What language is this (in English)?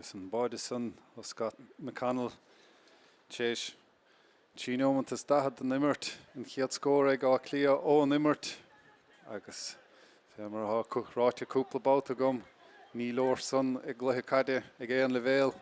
Irish